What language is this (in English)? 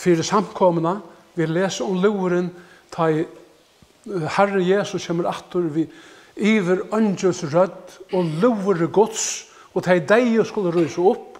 Faroese